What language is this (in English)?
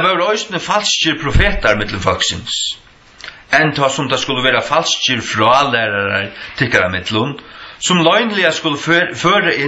Faroese